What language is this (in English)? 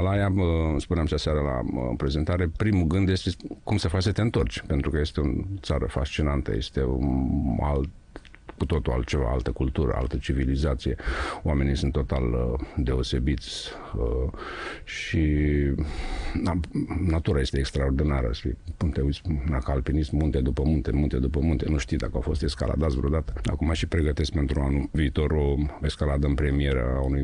Romanian